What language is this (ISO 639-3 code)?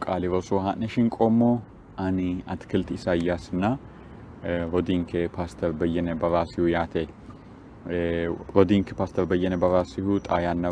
sid